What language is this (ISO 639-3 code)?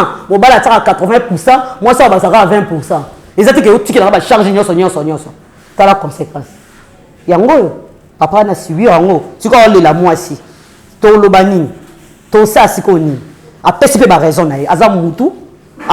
lin